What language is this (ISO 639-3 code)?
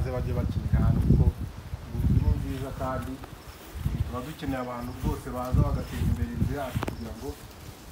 kin